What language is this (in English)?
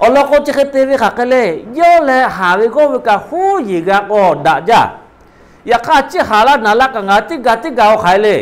Lahu